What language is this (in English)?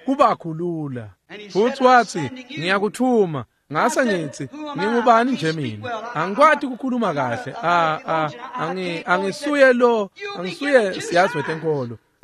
Swati